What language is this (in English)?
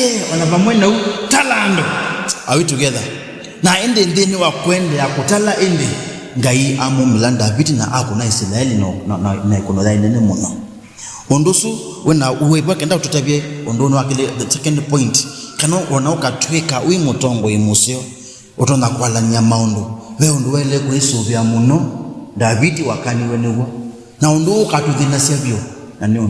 Kamba